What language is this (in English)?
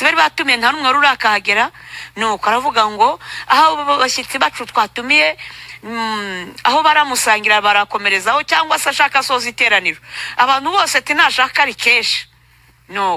Kinyarwanda